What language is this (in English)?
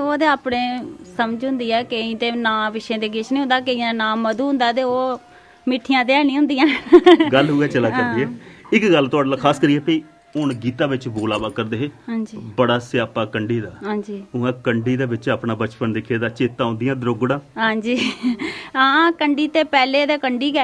Dogri